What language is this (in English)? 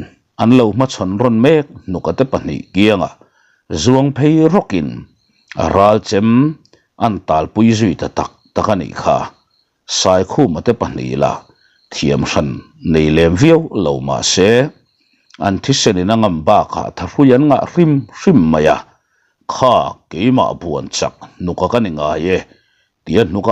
Mizo